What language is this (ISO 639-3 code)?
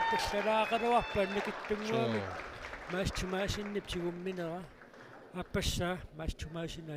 kal